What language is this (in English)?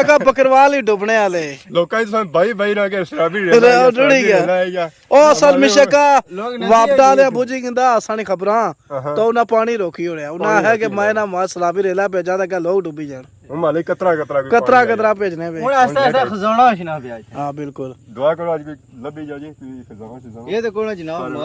Pahari-Potwari